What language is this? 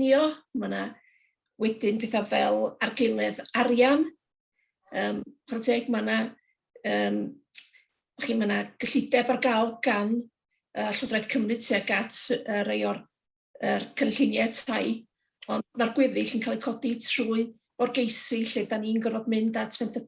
Welsh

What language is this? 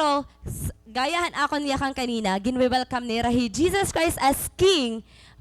Waray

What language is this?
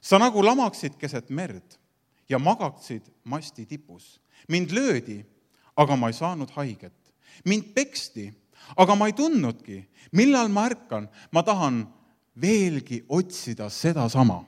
Estonian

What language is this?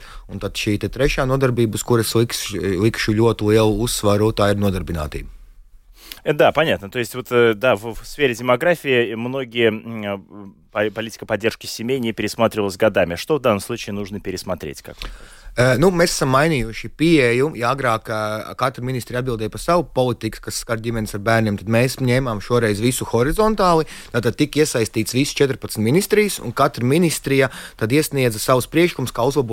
Latvian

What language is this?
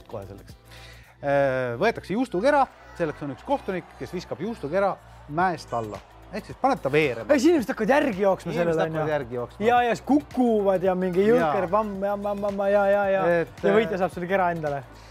Estonian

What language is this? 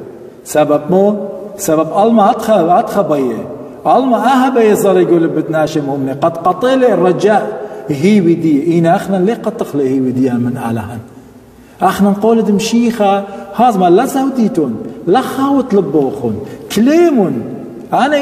Assyrian Neo-Aramaic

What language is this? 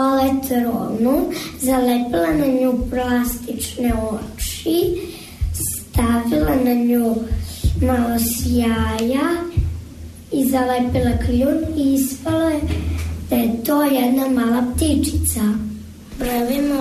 Serbian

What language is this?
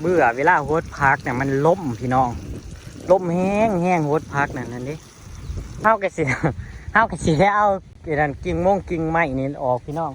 Northeastern Thai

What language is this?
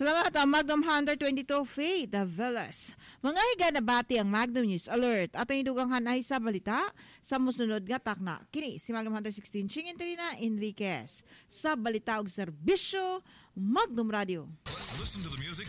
Cebuano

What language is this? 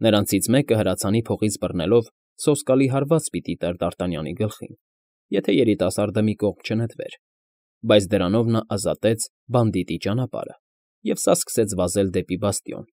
Armenian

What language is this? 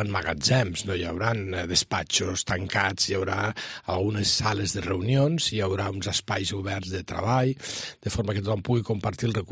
Catalan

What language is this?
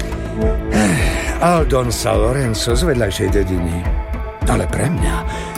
Slovak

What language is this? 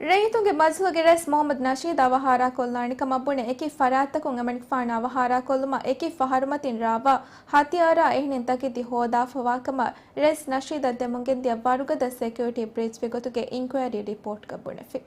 Divehi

